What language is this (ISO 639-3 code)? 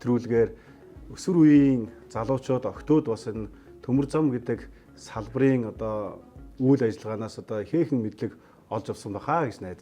mon